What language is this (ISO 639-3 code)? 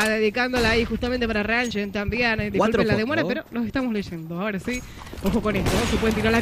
spa